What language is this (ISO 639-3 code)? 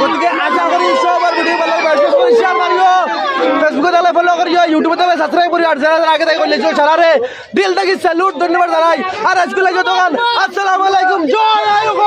syl